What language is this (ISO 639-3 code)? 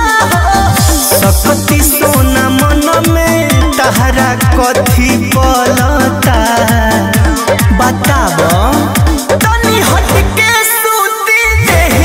bho